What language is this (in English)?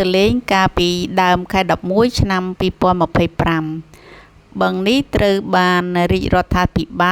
Khmer